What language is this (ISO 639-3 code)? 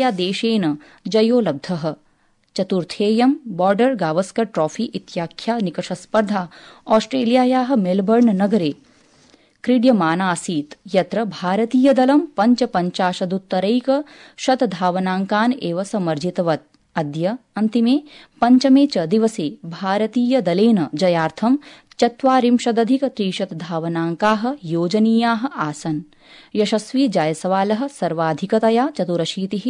san